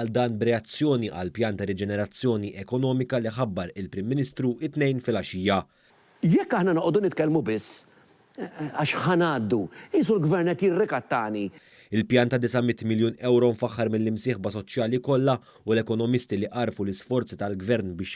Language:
Maltese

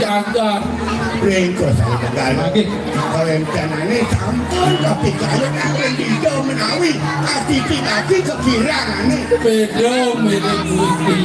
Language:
Balinese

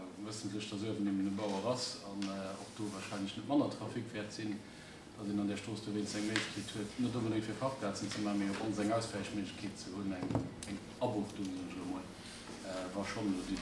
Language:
Luxembourgish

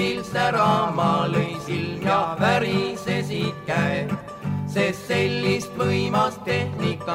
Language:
Estonian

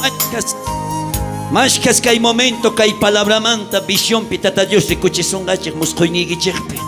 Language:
South Bolivian Quechua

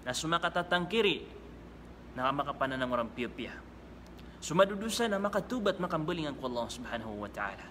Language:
Maranao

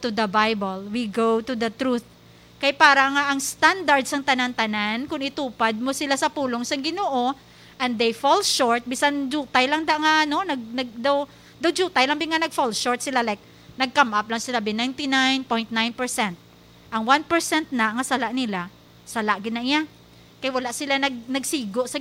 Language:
Hiligaynon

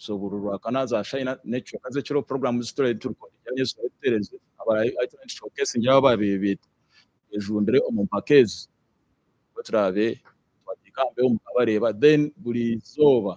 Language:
Nyankole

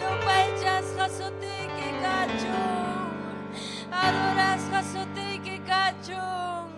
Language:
Ayacucho Quechua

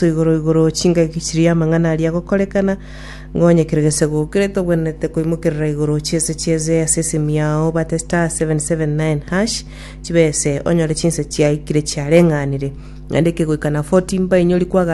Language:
Gusii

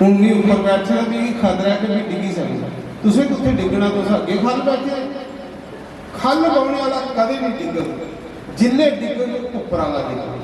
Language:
Dogri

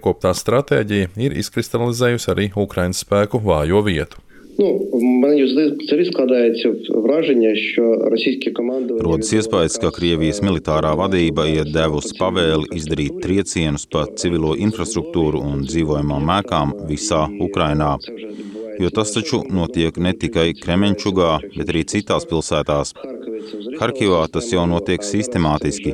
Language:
Latvian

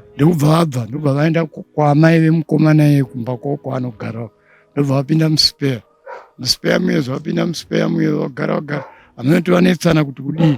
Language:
Shona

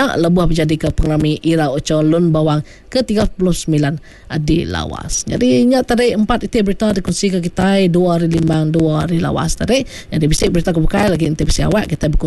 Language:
Iban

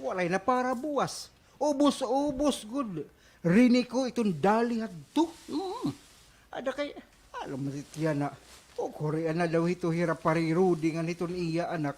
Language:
Waray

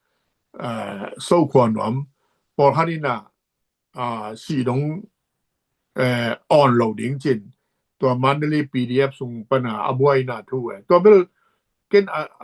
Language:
Tedim Chin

